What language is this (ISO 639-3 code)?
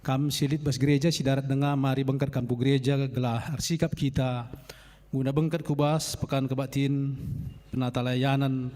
btx